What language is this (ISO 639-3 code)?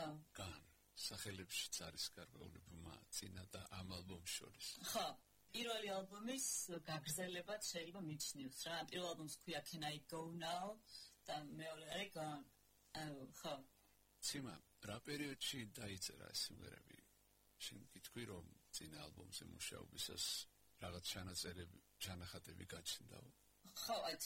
kat